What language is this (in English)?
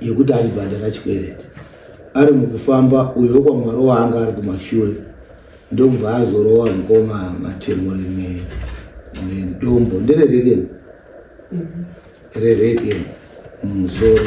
Shona